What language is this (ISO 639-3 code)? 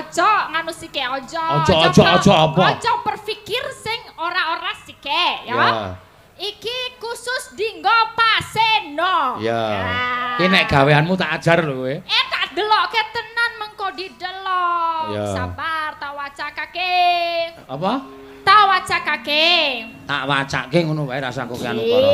jav